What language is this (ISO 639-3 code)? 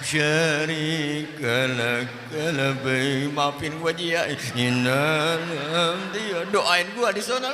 bew